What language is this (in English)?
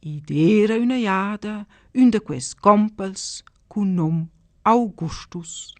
Romansh